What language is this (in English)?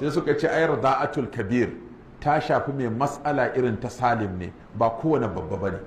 Hausa